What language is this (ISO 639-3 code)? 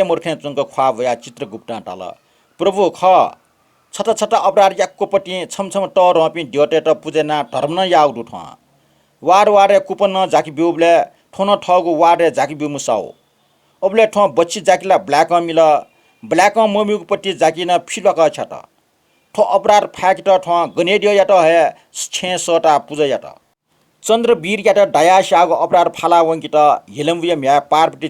new